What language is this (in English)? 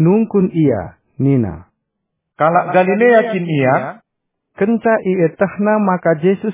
Batak Karo